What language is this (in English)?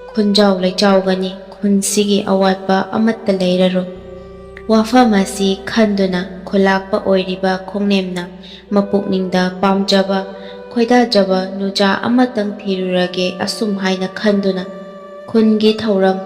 Manipuri